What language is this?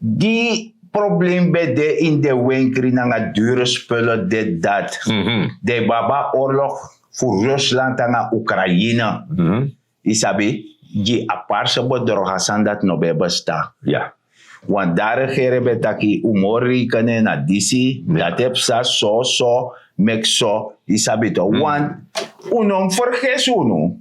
Sranan Tongo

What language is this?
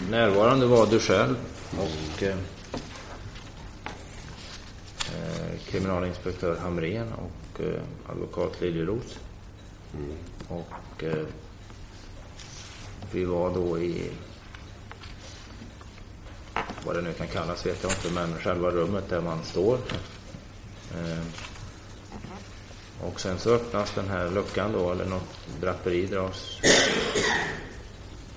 Swedish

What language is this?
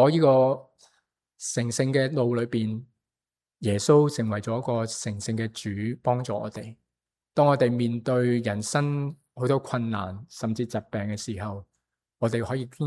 Cantonese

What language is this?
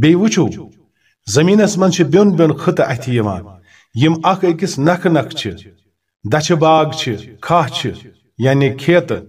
Kashmiri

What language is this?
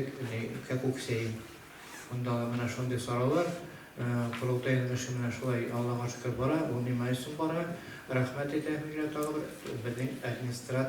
Bashkir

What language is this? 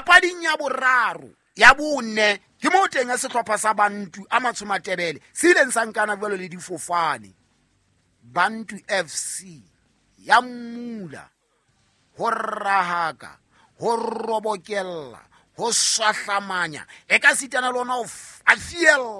Southern Sotho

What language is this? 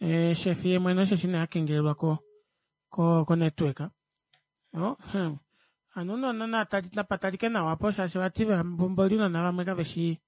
Kuanyama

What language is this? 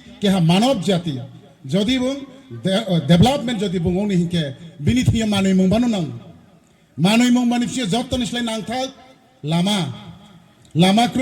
Riang (India)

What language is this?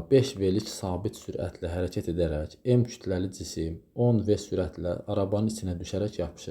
Azerbaijani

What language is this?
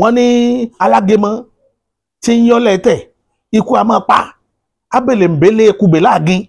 Yoruba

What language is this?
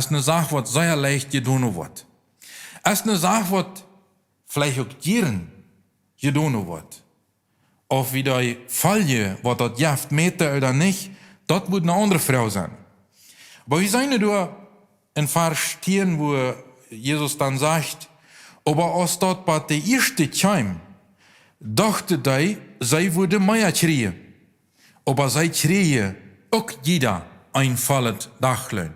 Plautdietsch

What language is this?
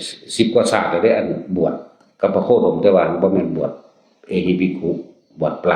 Northeastern Thai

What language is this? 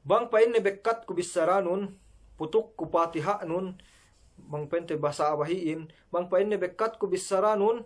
Yakan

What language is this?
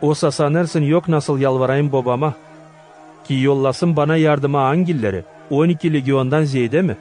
Gagauz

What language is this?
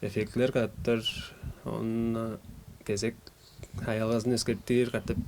Tuvinian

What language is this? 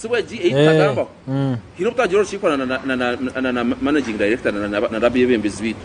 Nyankole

